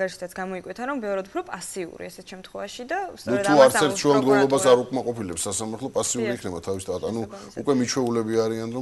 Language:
Georgian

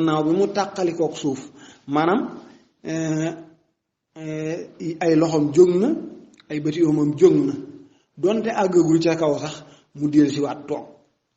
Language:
Wolof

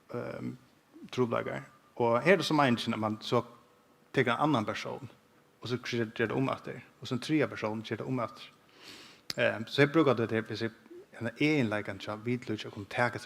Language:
Faroese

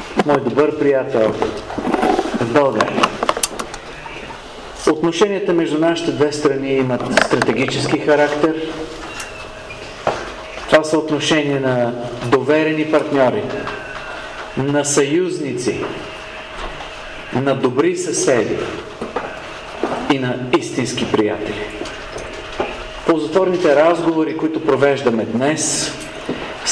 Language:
Bulgarian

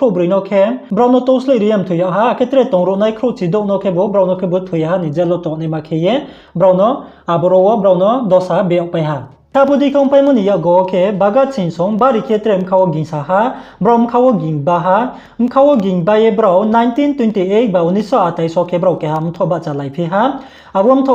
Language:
Riang (India)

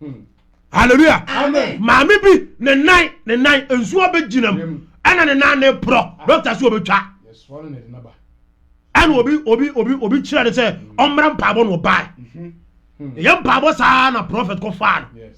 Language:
Akan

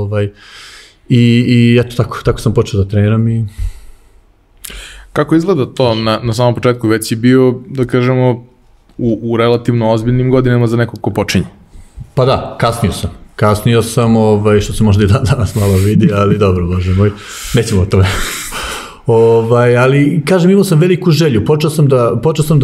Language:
Serbian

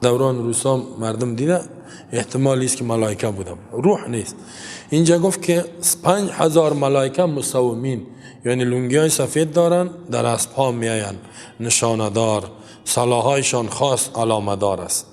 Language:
Persian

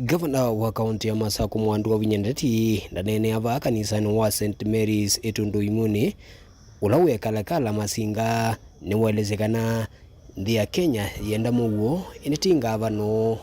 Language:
Kamba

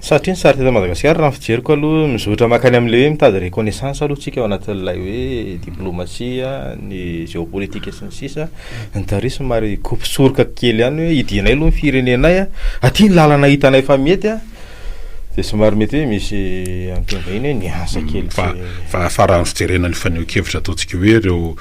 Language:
Malagasy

